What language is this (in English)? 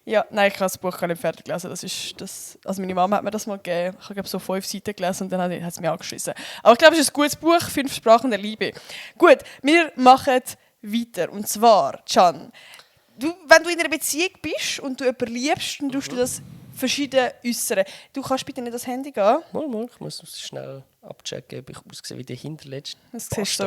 Swiss German